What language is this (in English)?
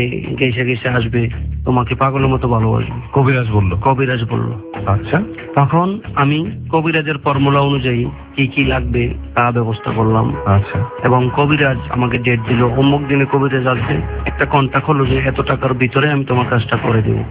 Bangla